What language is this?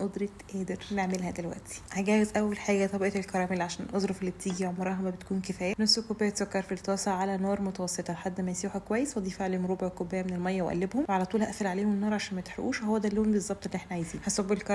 Egyptian Arabic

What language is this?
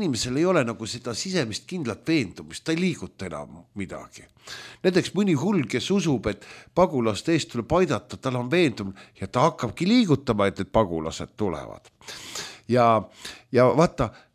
Estonian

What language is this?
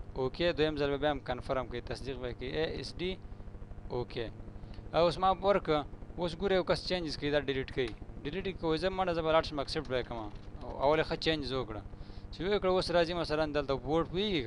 Pashto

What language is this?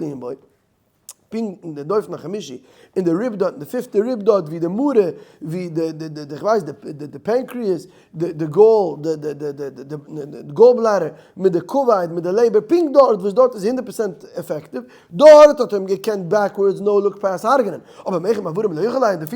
Yiddish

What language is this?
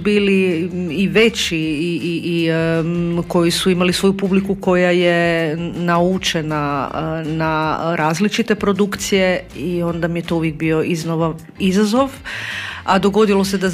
Croatian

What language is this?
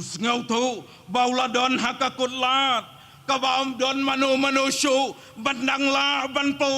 Khasi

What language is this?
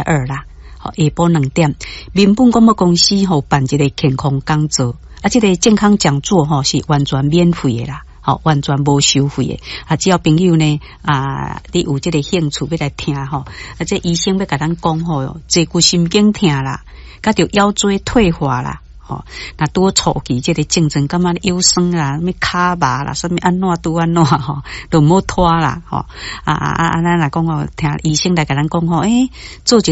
Min Nan Chinese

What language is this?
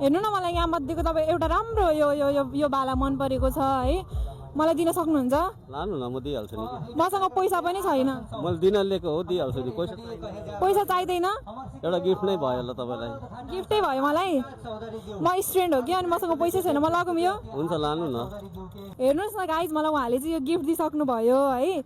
Nepali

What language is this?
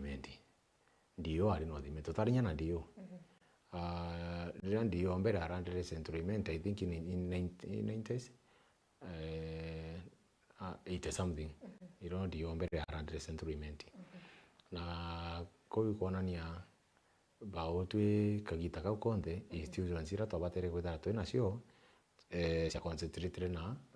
Meru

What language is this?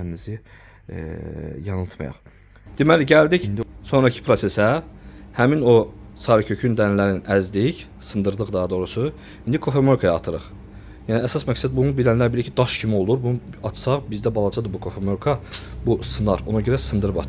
Azerbaijani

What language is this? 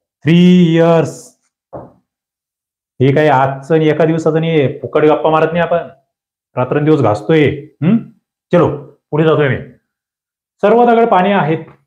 Marathi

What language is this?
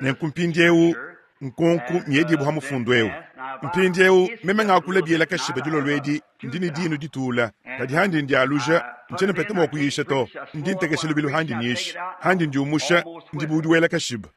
Luba-Lulua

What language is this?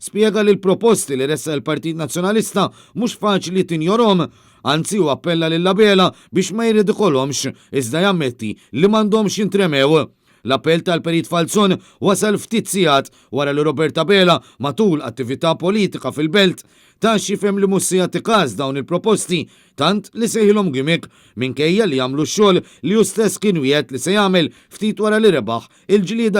Maltese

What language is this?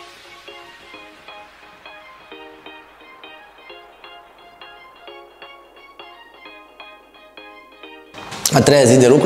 Romanian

